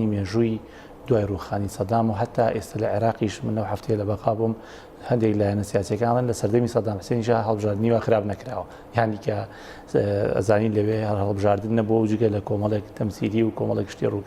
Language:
Central Kurdish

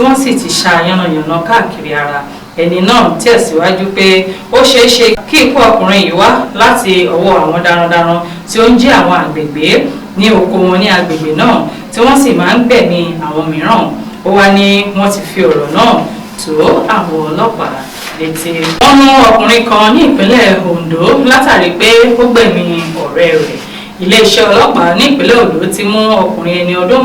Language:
Yoruba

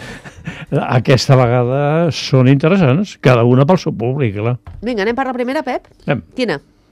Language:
Catalan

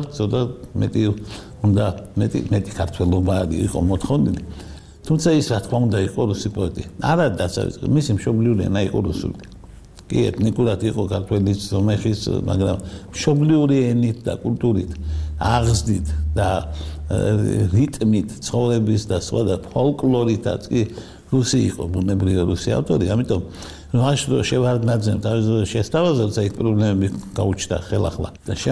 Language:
Georgian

